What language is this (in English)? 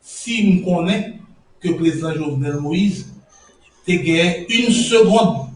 Haitian Creole